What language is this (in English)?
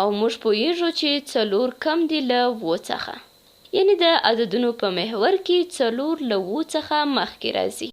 Pashto